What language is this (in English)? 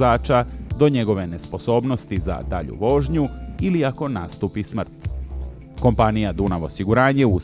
Serbian